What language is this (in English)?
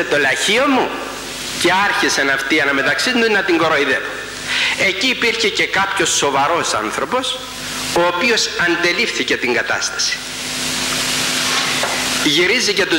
Greek